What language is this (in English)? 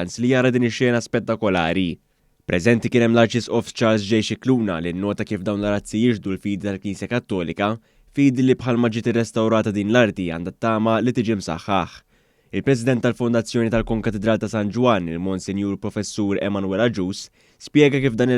Maltese